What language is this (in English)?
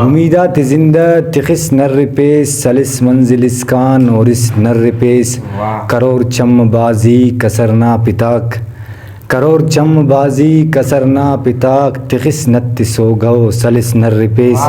Brahui